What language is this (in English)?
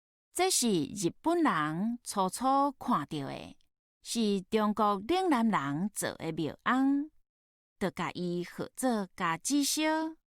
Min Nan Chinese